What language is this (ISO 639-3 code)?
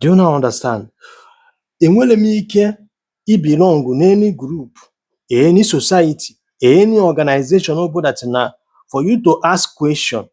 ibo